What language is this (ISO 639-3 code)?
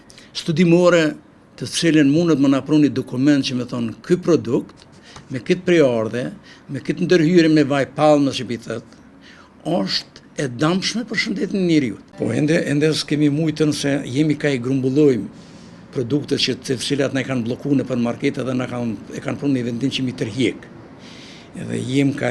sqi